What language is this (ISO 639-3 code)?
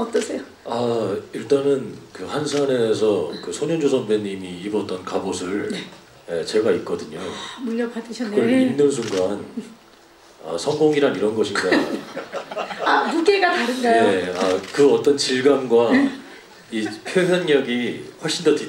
kor